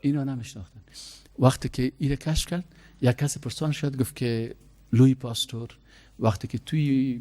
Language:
Persian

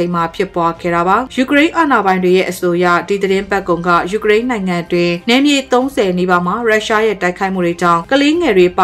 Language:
Burmese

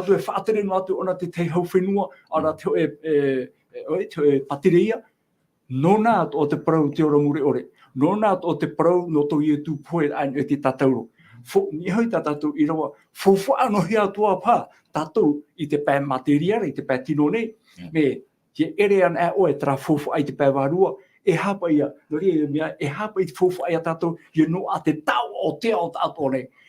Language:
Tahitian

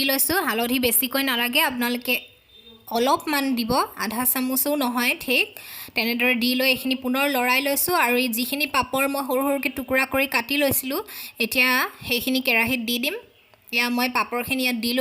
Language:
Assamese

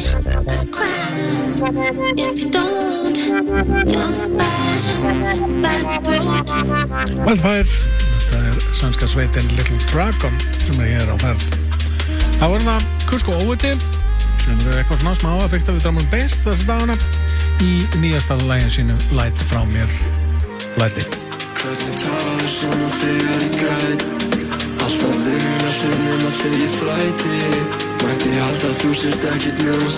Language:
Icelandic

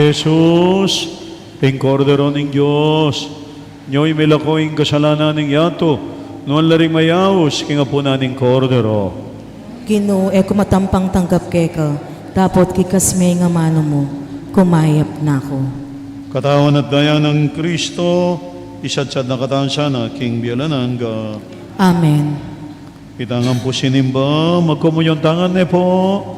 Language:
Pampanga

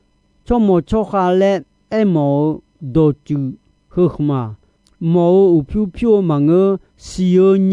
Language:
Akha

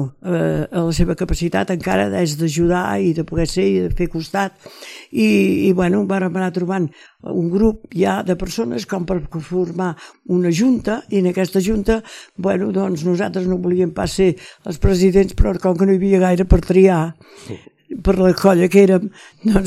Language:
Catalan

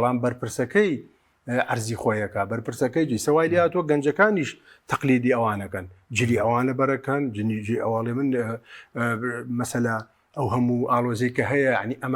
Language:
Central Kurdish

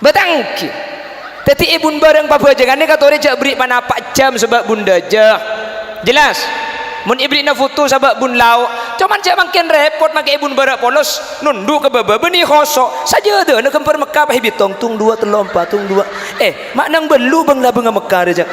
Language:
Madurese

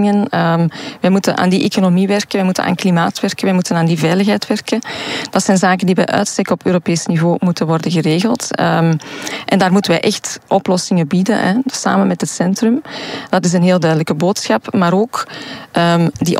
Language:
Dutch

